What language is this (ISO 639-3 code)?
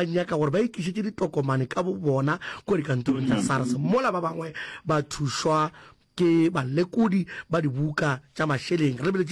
nso